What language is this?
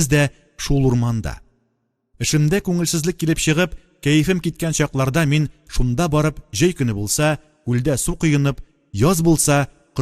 Tatar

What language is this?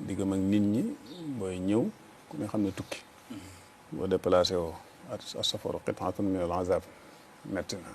Wolof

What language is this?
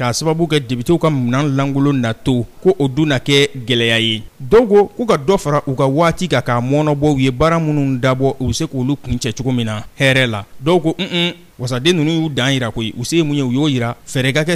Bambara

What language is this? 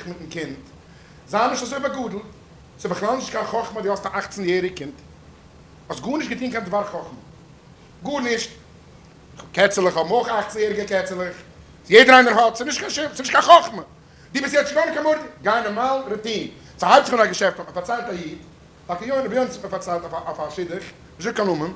Yiddish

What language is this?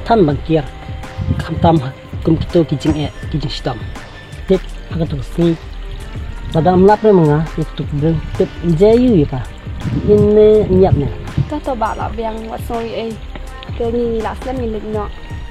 Khasi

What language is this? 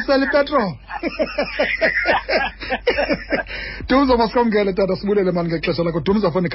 Xhosa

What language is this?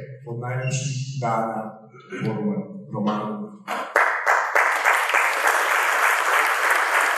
Serbian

